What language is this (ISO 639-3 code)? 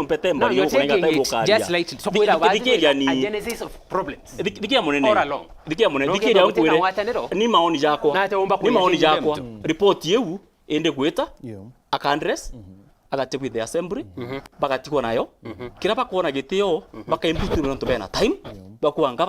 mer